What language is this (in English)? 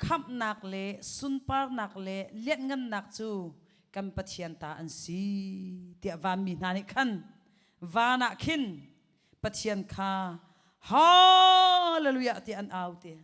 Hakha Chin